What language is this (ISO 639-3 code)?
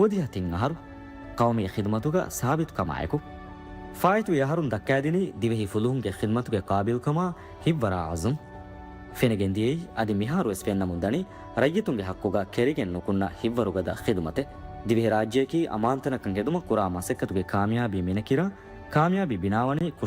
div